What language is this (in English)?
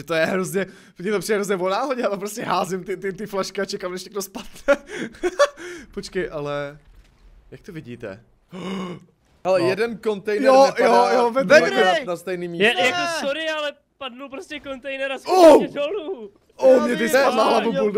Czech